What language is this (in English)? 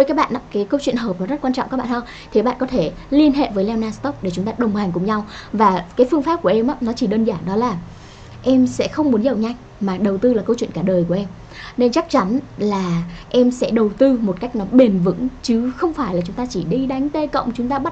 Vietnamese